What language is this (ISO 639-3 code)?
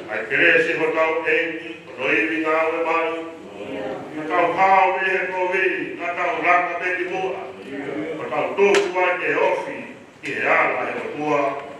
ton